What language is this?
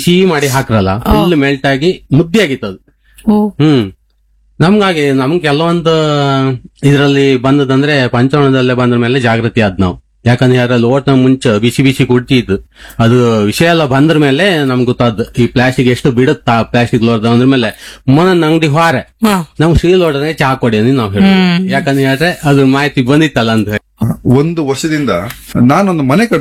Kannada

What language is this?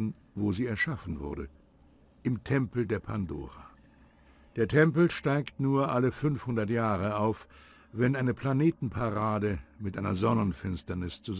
Bavarian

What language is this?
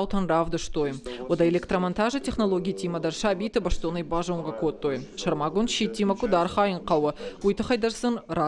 Ossetic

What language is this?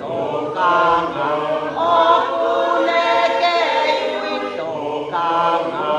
Tongan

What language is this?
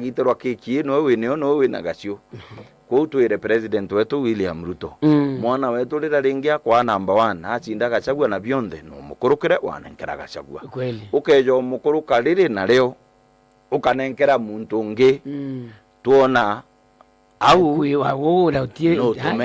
Meru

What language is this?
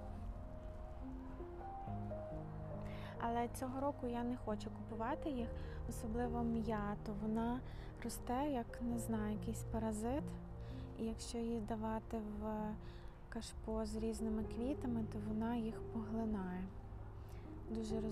Ukrainian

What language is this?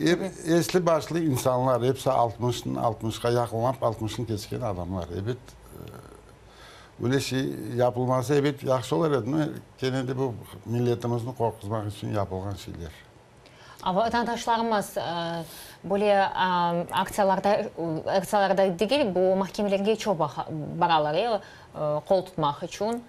Crimean Tatar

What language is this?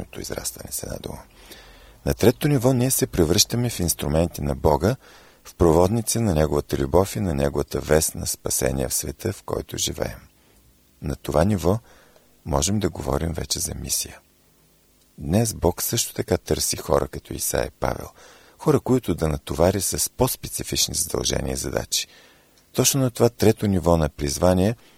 Bulgarian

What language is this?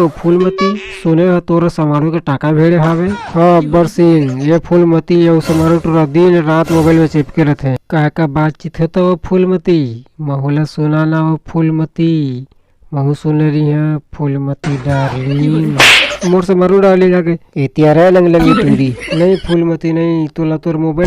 Chhattisgarhi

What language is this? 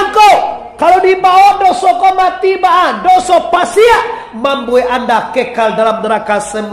Minangkabau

